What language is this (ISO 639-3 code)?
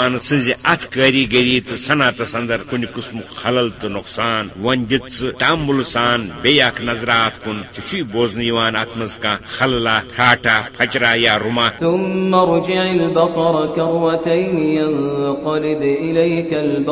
kas